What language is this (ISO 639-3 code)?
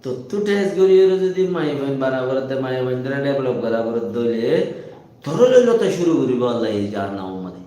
rhg